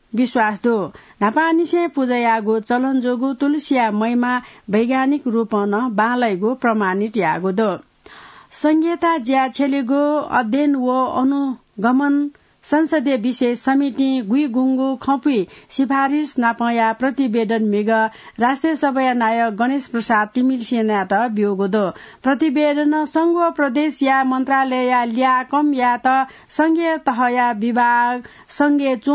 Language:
Newari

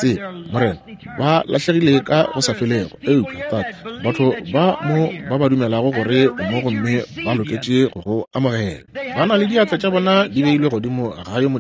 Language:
Northern Sotho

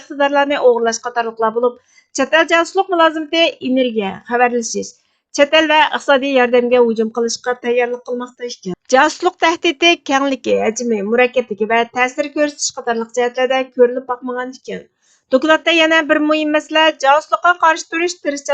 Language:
Uyghur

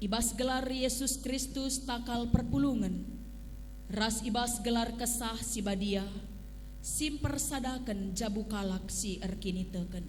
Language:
Batak Karo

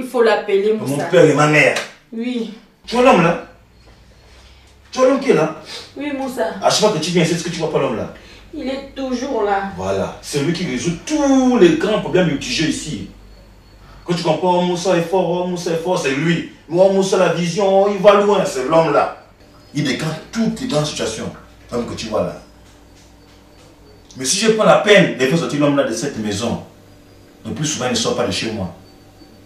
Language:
French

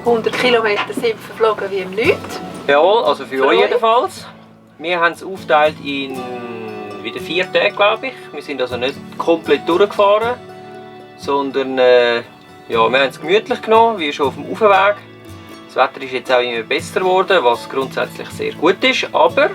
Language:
Swiss German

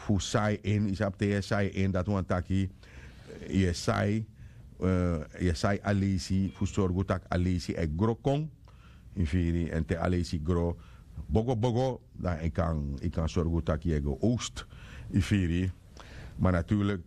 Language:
Sranan Tongo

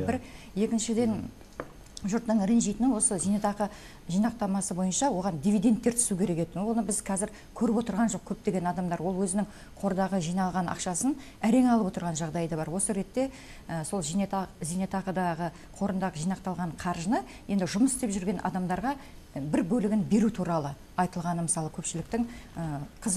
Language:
Kazakh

